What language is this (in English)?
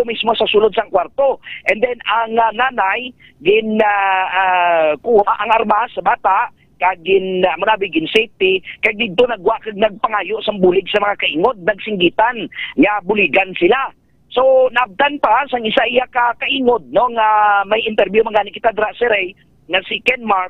Hiligaynon